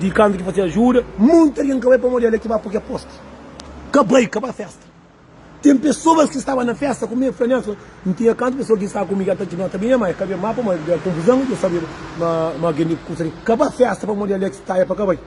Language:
Kabuverdianu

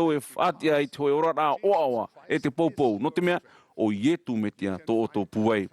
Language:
Tahitian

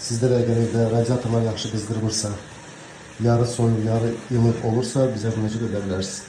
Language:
Azerbaijani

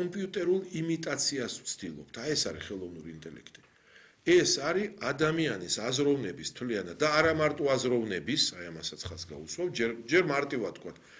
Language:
Georgian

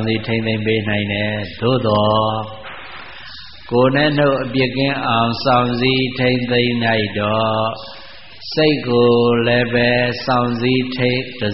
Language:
Burmese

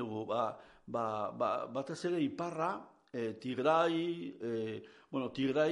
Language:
Basque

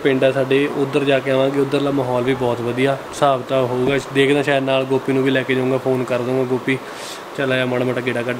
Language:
Punjabi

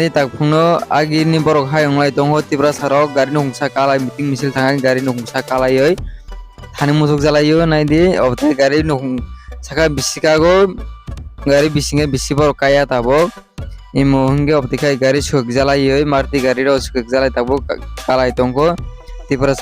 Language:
Kok Borok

